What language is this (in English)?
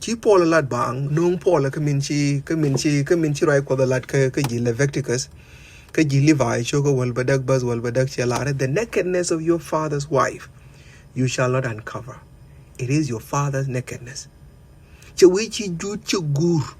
Nuer